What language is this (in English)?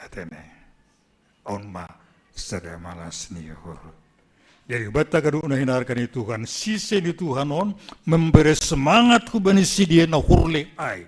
Batak Simalungun